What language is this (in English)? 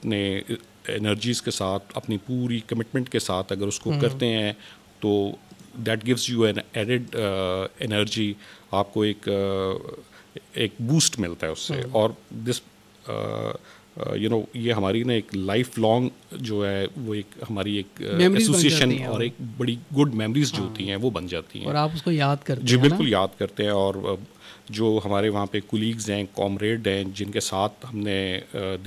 Urdu